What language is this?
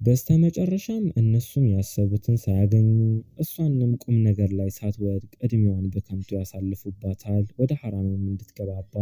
Amharic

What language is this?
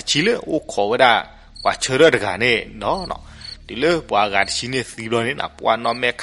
S'gaw Karen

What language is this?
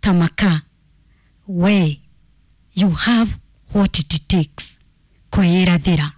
Kikuyu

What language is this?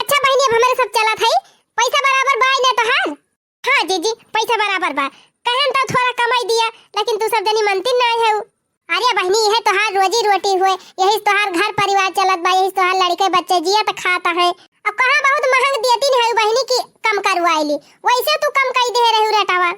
Awadhi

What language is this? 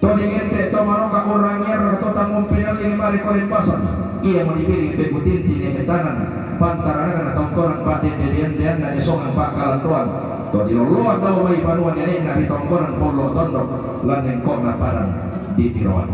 Toraja-Sa'dan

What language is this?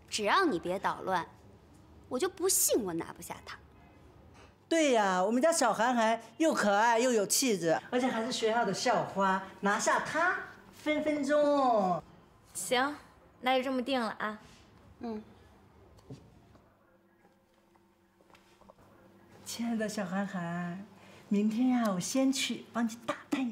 Chinese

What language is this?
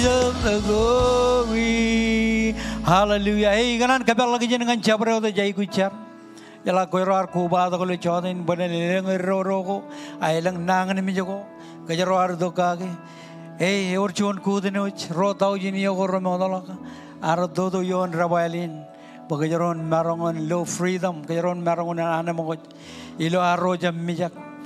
Marshallese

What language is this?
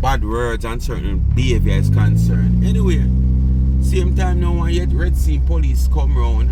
Jamaican Creole English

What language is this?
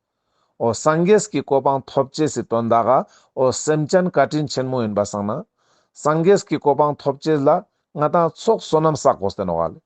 Ladakhi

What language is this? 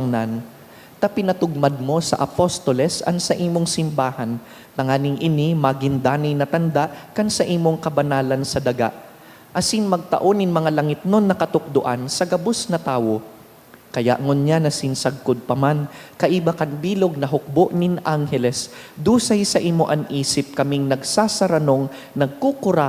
Bikol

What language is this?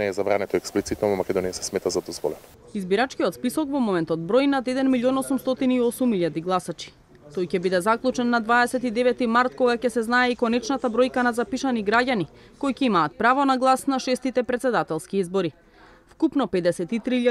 Macedonian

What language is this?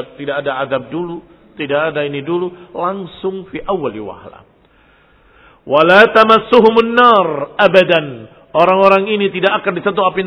Indonesian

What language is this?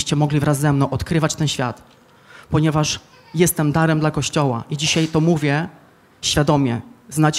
Polish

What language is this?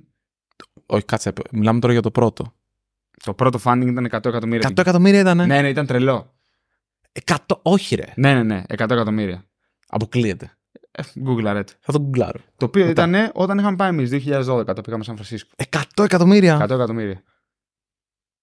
Greek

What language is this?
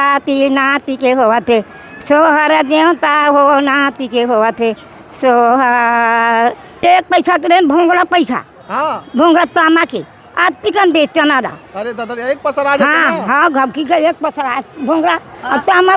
Chhattisgarhi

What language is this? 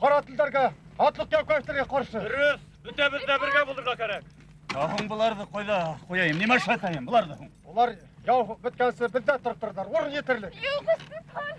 Bashkir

